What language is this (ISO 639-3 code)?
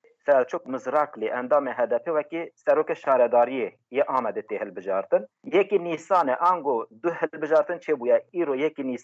kur